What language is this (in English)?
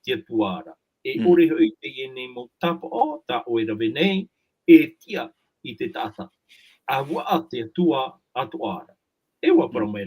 Tahitian